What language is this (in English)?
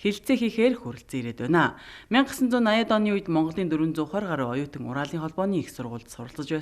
Mongolian